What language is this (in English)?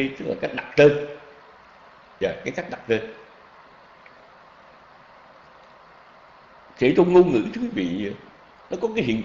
Vietnamese